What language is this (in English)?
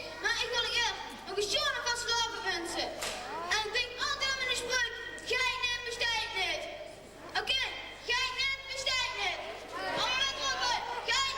Limburgish